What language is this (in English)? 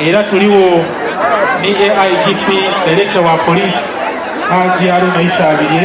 Soga